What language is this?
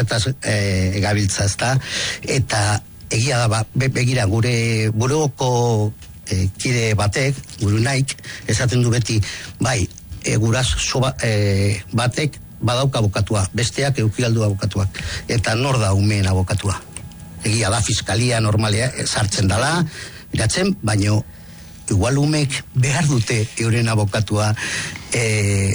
Basque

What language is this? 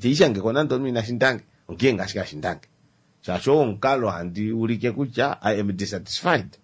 Kuanyama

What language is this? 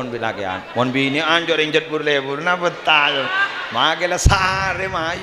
Madurese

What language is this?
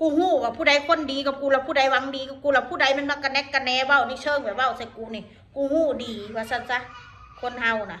Northeastern Thai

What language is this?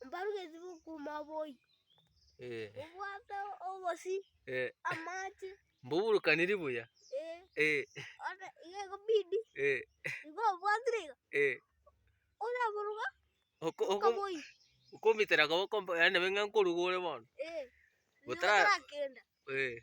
Gusii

